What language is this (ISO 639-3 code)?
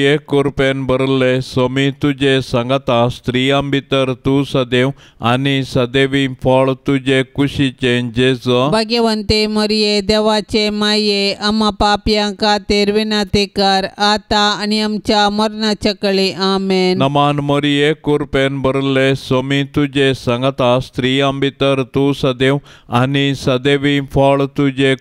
kok